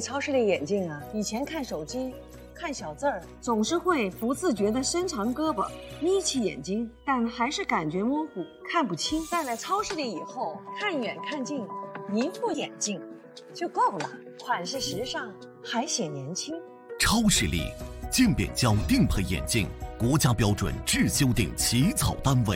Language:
Chinese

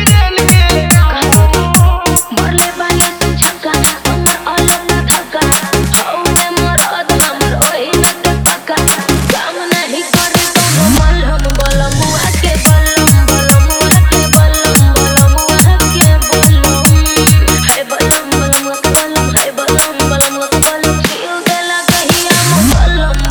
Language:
Bhojpuri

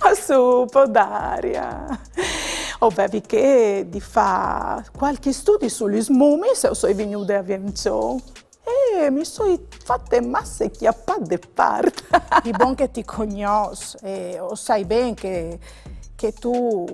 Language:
Friulian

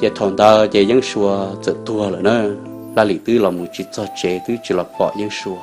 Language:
Hmong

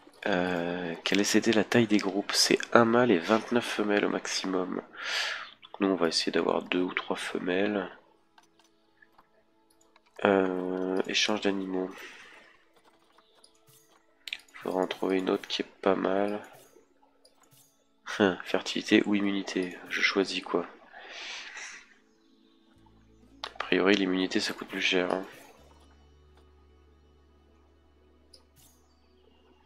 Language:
French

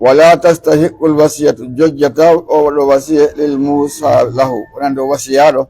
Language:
Pular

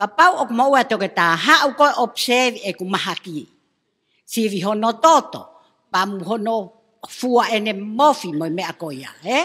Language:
Tongan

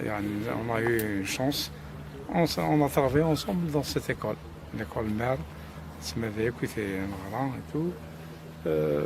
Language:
Kabyle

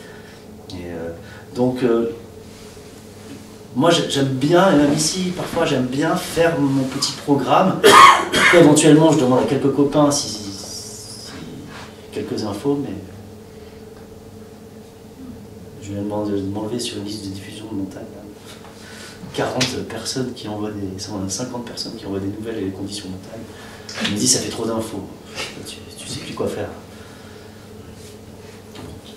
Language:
French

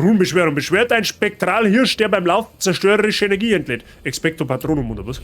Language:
Bavarian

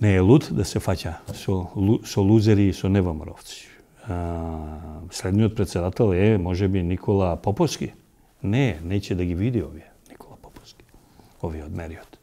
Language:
Macedonian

